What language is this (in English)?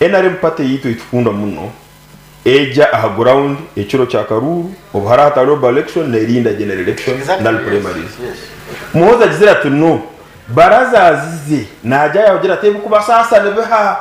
Nyankole